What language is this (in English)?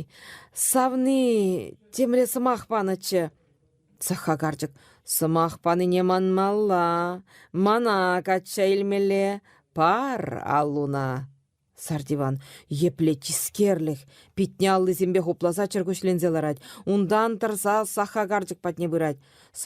Chuvash